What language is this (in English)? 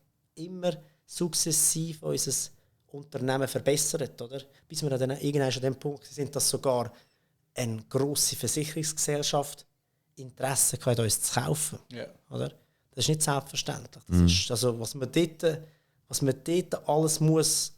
Swiss German